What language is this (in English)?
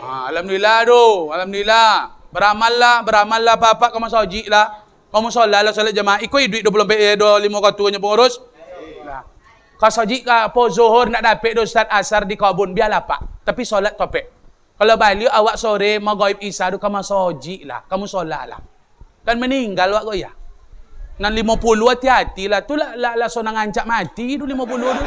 Minangkabau